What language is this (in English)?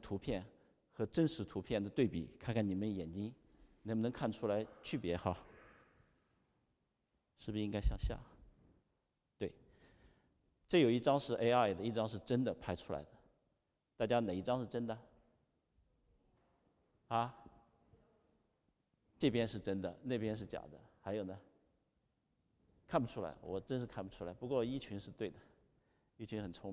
Chinese